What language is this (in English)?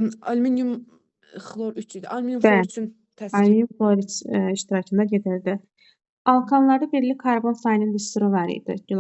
Azerbaijani